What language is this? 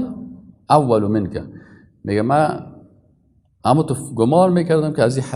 Persian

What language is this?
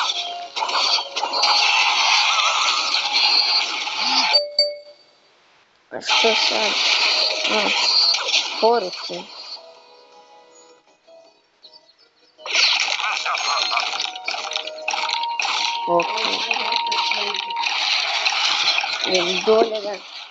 Croatian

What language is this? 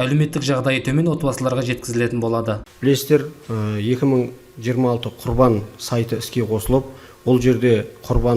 Kazakh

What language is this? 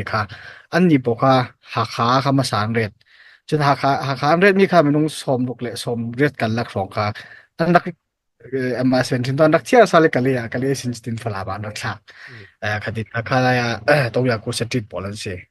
Hakha Chin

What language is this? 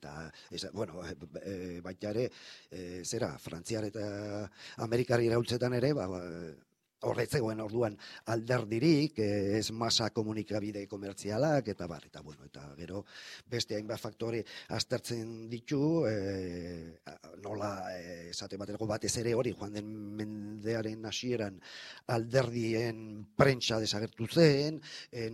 Basque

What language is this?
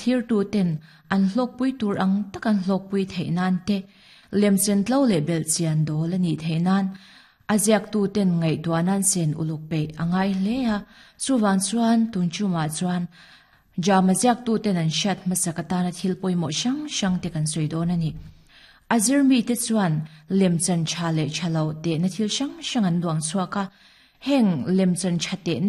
Mizo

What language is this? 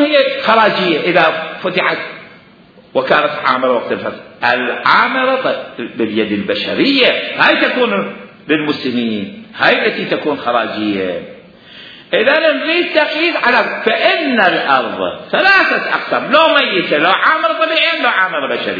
Mesopotamian Arabic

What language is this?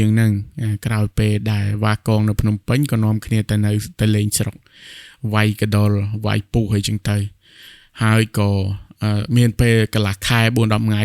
Khmer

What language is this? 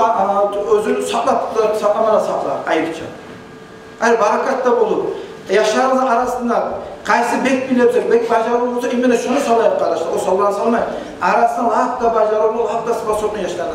Kumyk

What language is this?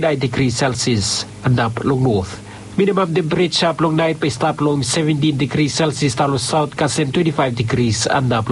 Bislama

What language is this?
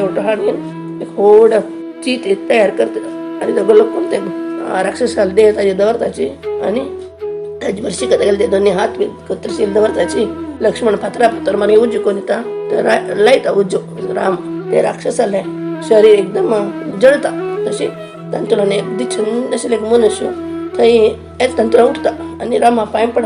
Konkani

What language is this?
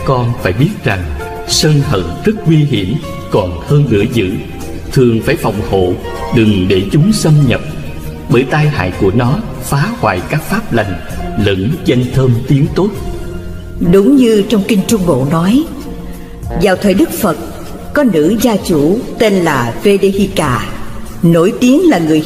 Vietnamese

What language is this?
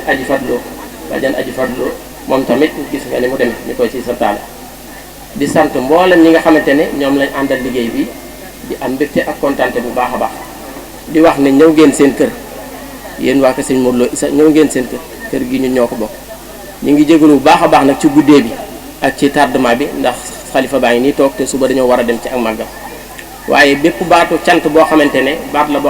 Wolof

